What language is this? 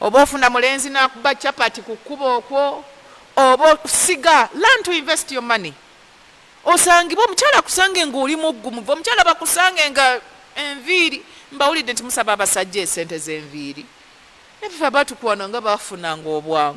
Ganda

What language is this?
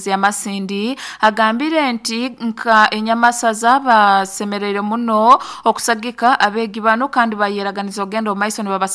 Nyoro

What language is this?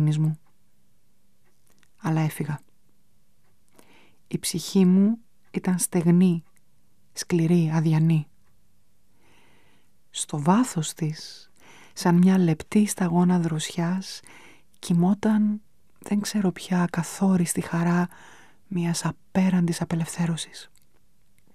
Greek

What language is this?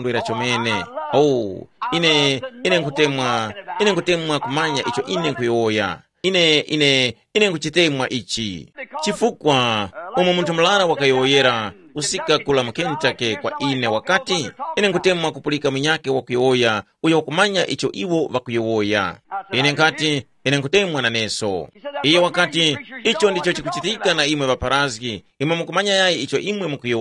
Tumbuka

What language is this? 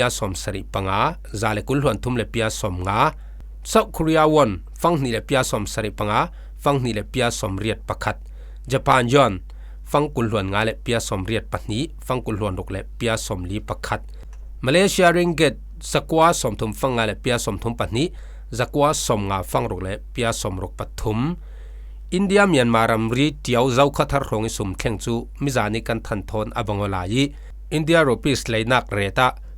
Falam Chin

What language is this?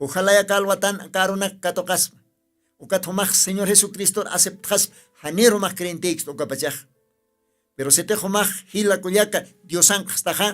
Aymara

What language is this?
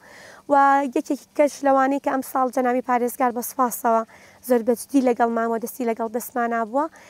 Central Kurdish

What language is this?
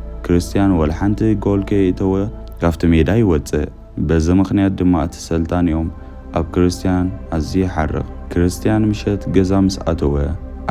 Tigrinya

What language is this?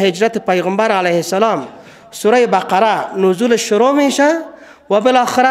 Persian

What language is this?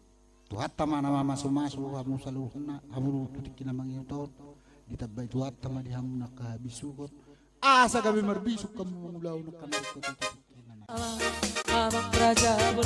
Batak Toba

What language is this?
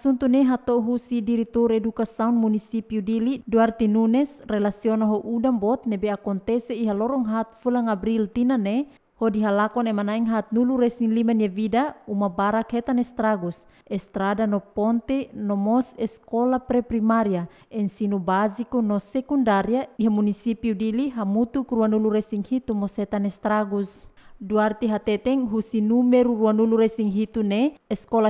Tetum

